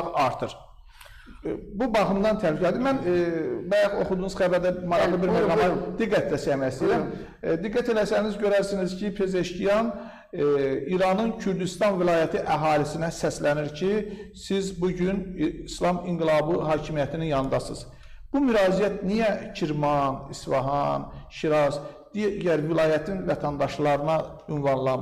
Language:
Azerbaijani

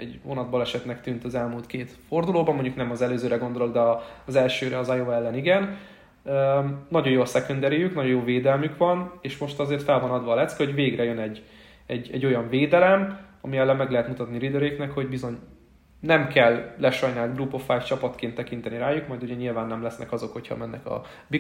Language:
Hungarian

